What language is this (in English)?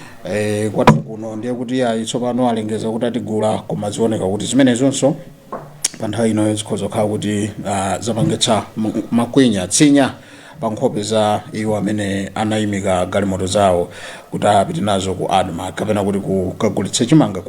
Nyanja